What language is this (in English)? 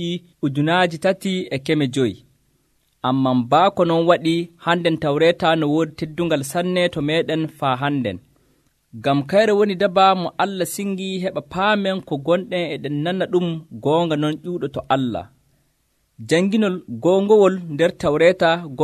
Nigerian Fulfulde